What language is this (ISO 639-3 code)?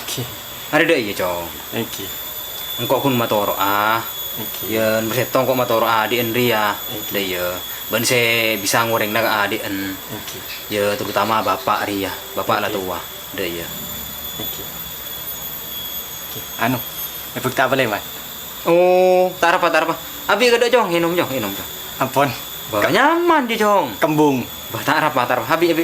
mad